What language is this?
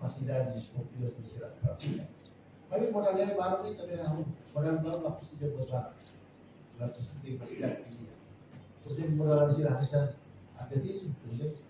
Tetum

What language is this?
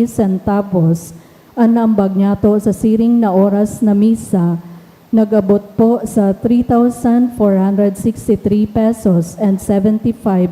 Bikol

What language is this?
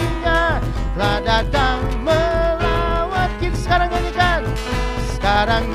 Indonesian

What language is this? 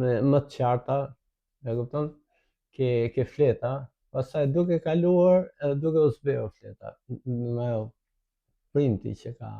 Albanian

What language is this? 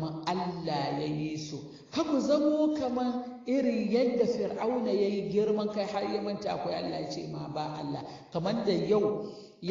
Hausa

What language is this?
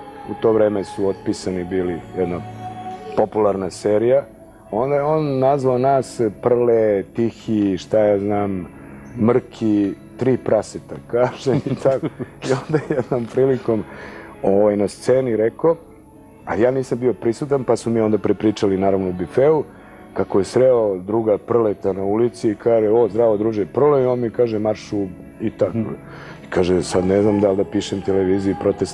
Serbian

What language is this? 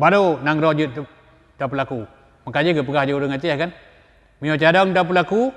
Achinese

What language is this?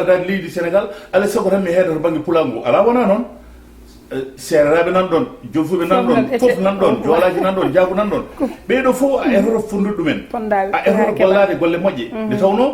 Fula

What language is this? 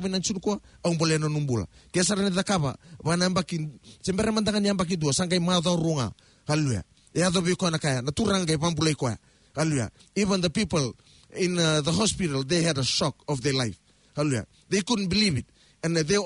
Fijian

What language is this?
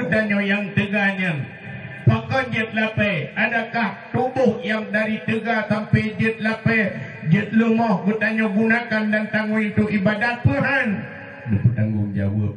Achinese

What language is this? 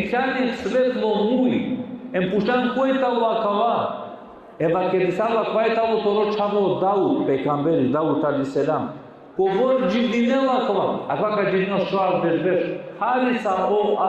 Balkan Romani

